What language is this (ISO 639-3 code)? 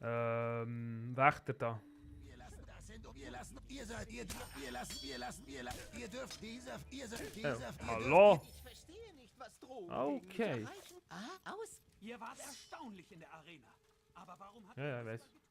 gsw